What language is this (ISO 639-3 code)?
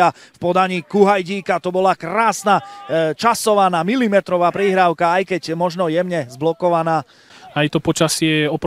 slk